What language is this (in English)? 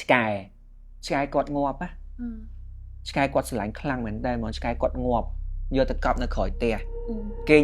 Khmer